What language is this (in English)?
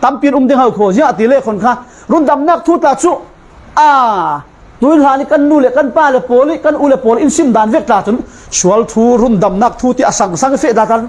Falam Chin